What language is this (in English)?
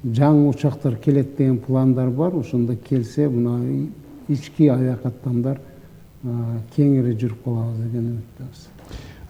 Kyrgyz